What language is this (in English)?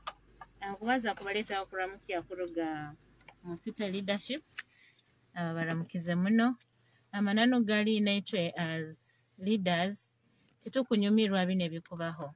Nyoro